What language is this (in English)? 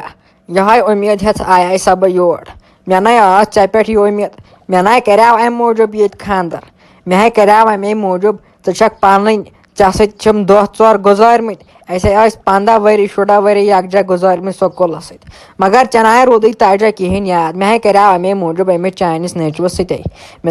Kashmiri